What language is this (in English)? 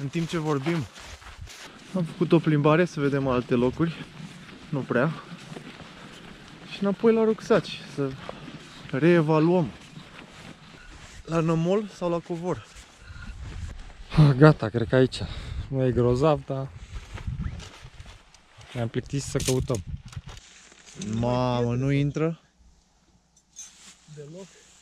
Romanian